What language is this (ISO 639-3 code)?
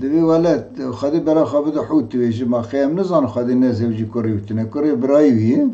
kur